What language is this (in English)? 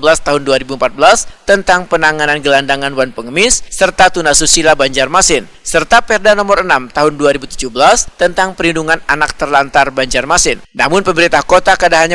Banjar